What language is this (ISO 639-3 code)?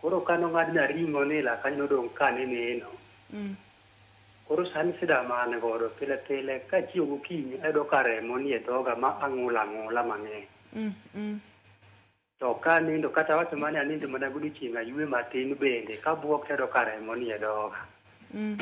luo